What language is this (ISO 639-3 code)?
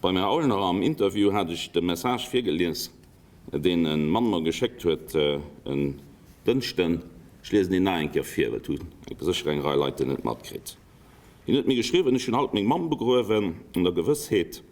ltz